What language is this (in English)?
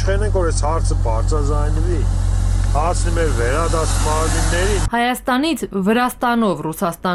Armenian